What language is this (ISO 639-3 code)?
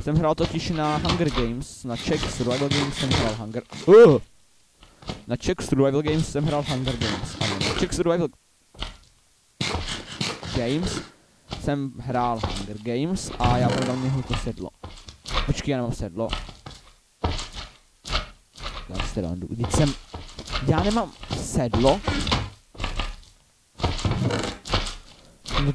ces